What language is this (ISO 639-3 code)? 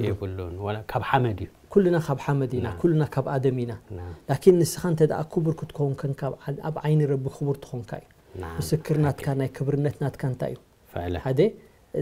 tir